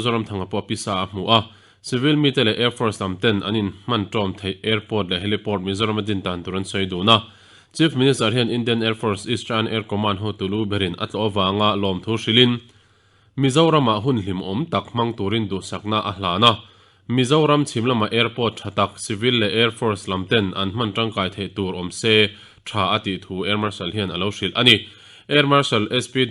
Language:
Mizo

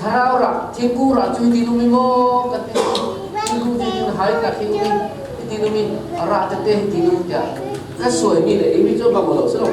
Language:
Falam Chin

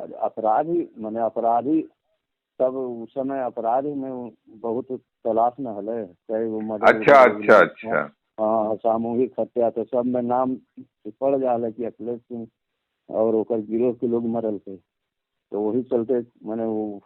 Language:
Magahi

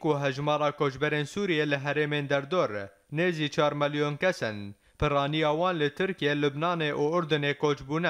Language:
Kurdish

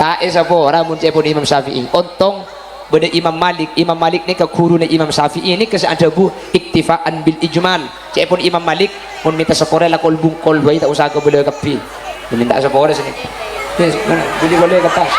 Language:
Madurese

